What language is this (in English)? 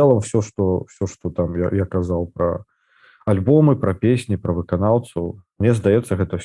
Belarusian